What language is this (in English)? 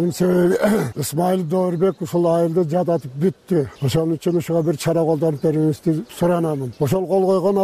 Kyrgyz